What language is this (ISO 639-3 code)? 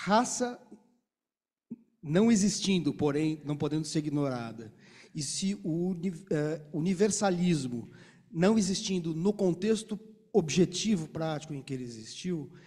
por